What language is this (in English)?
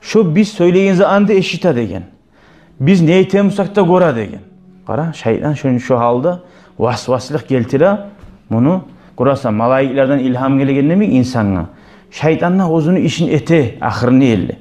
Kumyk